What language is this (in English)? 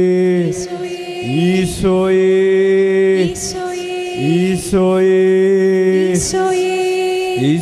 Malayalam